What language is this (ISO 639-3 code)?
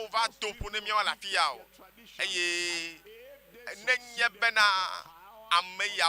ewe